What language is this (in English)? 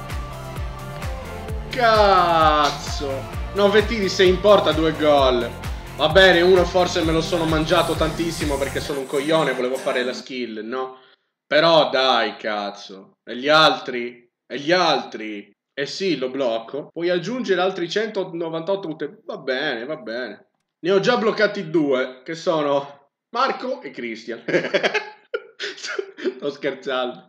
Italian